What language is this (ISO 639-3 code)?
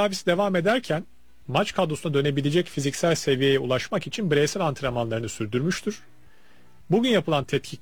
tur